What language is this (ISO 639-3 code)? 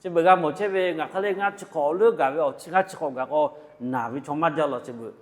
lhu